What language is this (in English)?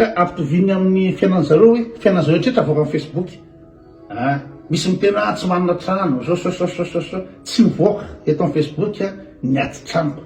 Malagasy